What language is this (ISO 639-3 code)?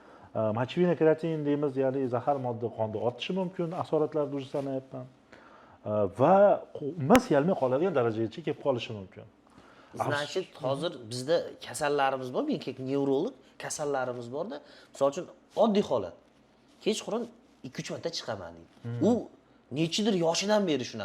uzb